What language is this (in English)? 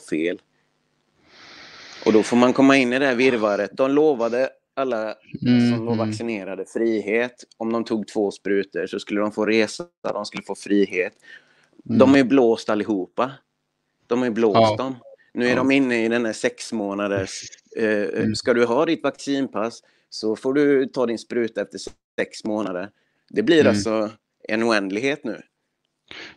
Swedish